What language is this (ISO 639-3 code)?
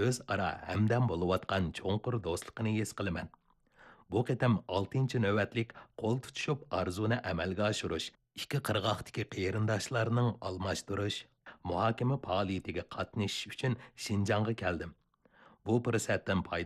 uig